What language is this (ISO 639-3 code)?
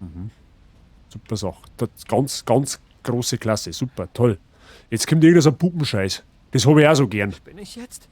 bar